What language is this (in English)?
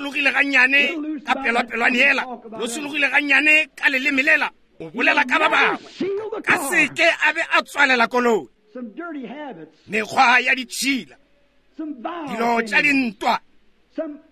Northern Sotho